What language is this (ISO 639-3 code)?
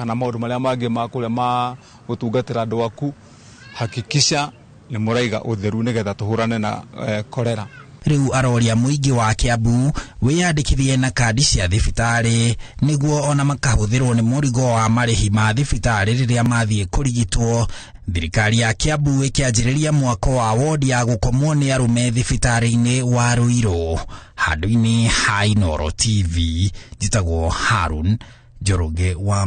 kik